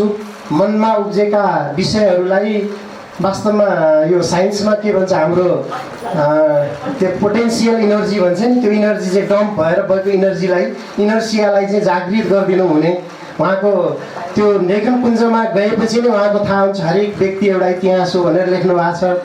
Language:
Nepali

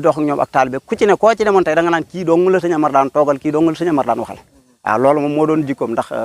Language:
Wolof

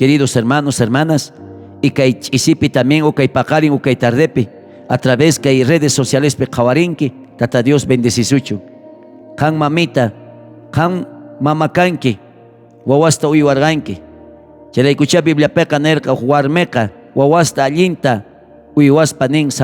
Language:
South Bolivian Quechua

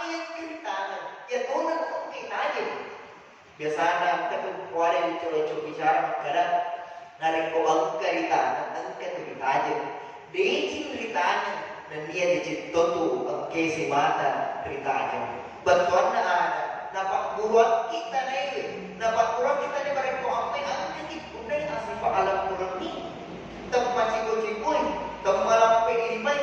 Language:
Buginese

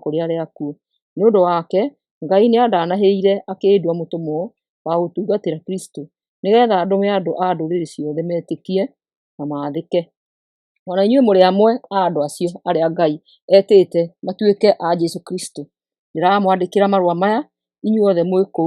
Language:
Kikuyu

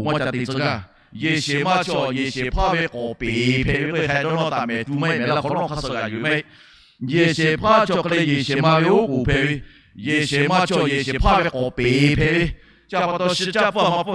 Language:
Lahu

